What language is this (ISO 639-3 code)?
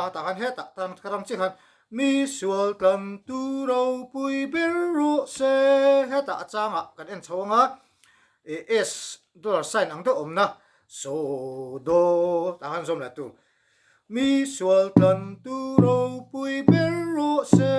lus